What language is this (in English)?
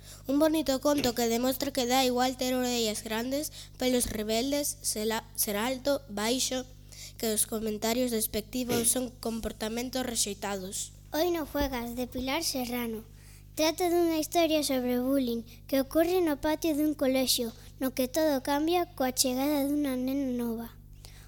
Galician